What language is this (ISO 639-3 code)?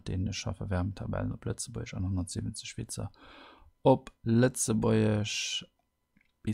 ltz